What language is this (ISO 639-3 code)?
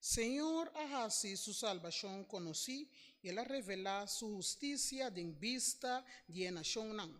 pap